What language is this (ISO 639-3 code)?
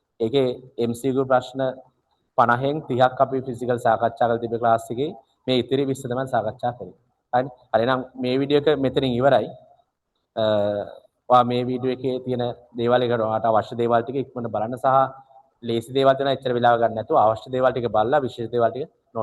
sin